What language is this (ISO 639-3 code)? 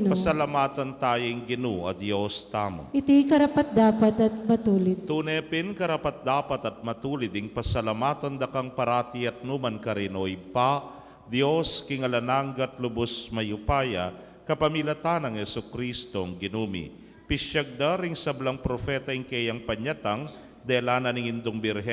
pam